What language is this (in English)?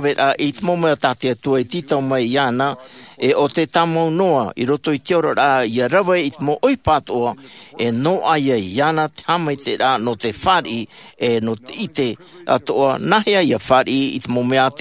Tahitian